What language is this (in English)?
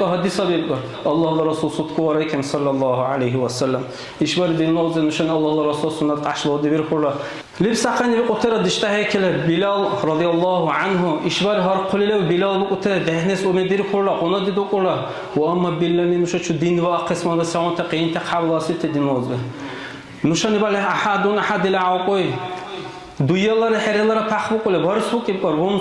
Dargwa